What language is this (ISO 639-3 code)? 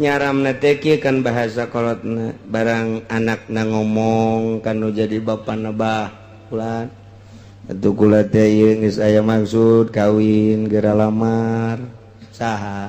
sun